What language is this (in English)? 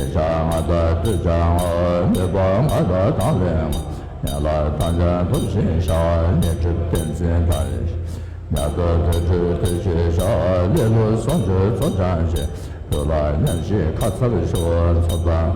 Tibetan